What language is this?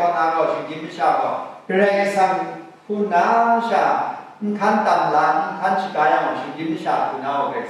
Kachin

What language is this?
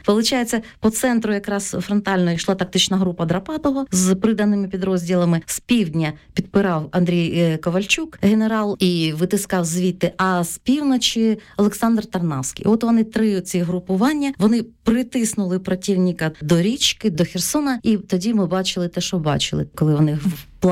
Ukrainian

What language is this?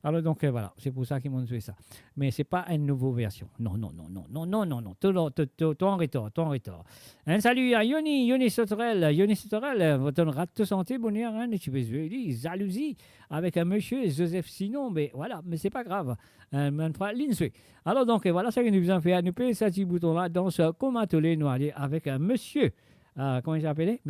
Morisyen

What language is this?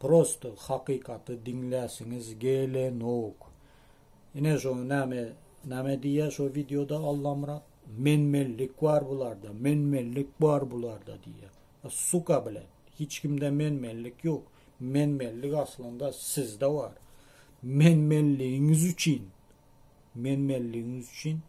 Turkmen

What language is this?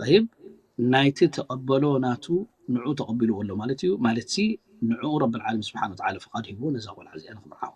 Tigrinya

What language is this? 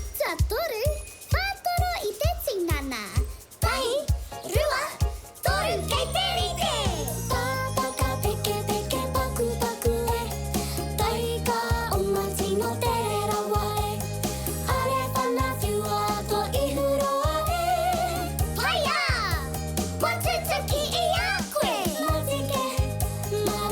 Māori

